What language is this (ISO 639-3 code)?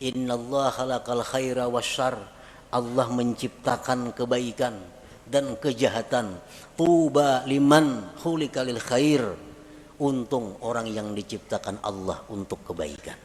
bjn